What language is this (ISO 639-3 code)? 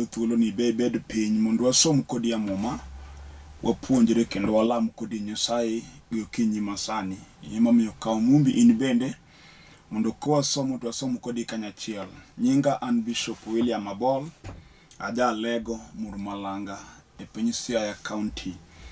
luo